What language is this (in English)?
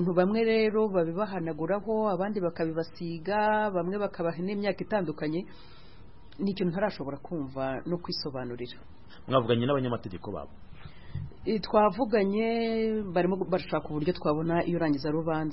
Kinyarwanda